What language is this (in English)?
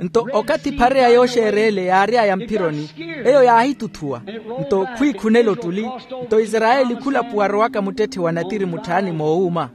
Makhuwa